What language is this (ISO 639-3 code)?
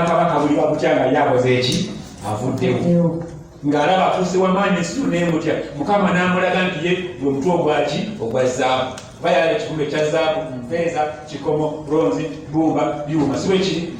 lug